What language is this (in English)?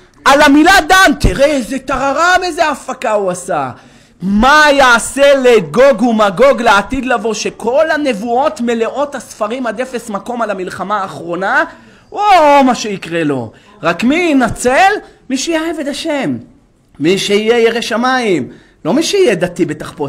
Hebrew